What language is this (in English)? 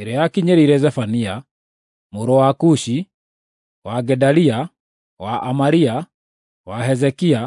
Kikuyu